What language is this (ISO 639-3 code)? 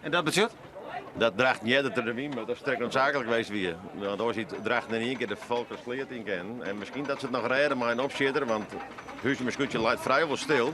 fry